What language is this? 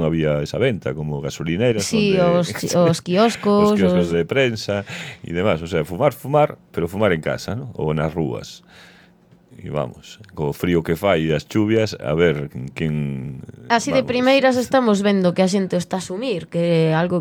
Galician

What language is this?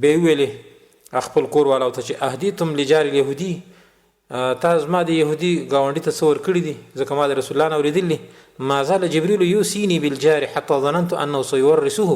Pashto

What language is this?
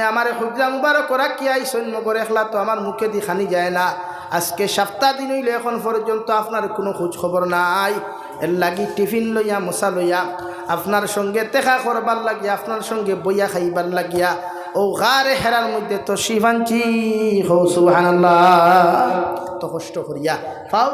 Sylheti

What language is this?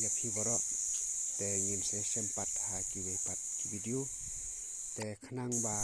Khasi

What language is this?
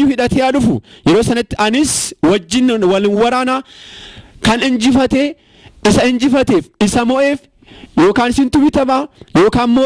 Oromo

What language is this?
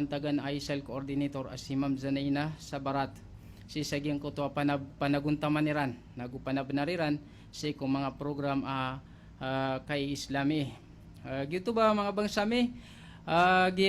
Maranao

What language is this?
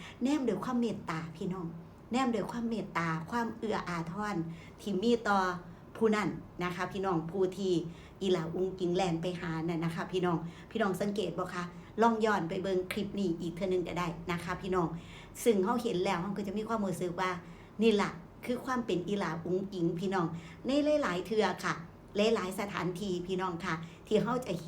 Northeastern Thai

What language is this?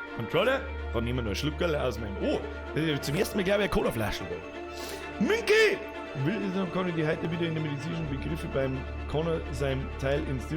Bavarian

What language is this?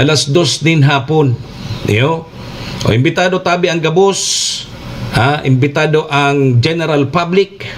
Bikol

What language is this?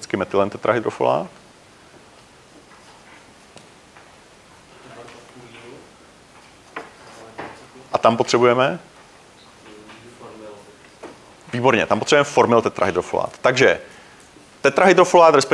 Czech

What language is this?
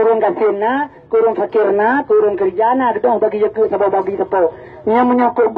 Achinese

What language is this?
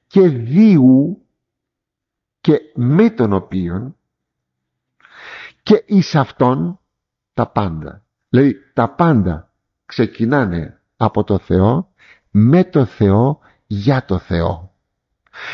Greek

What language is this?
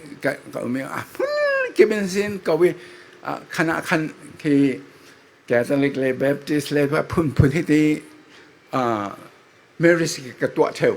Falam Chin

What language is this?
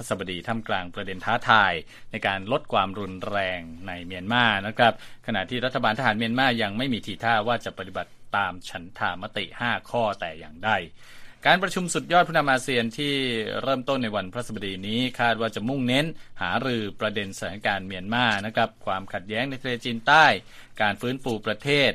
Thai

